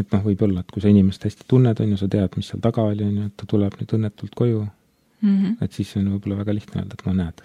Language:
Estonian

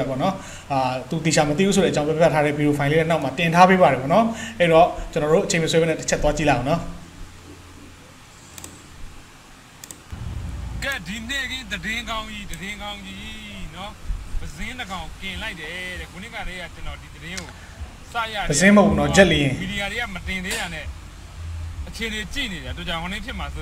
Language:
Burmese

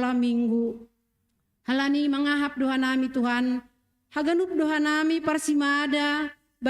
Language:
Batak Simalungun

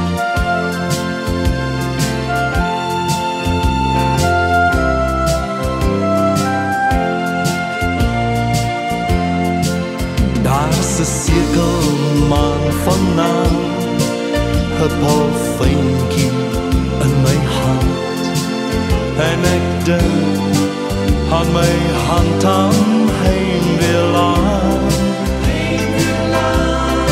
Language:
Afrikaans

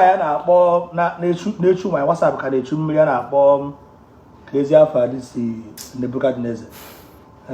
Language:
Igbo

